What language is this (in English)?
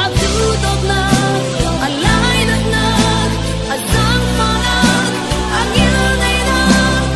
Falam Chin